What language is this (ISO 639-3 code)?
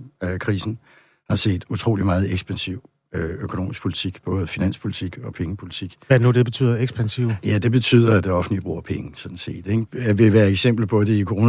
dan